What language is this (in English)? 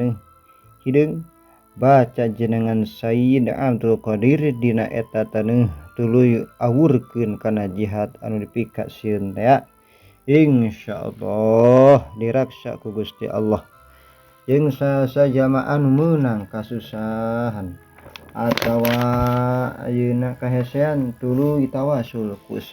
Sundanese